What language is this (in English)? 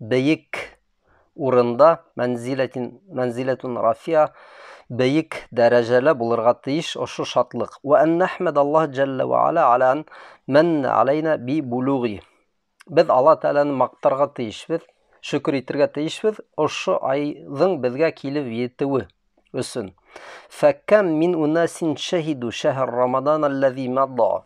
Bashkir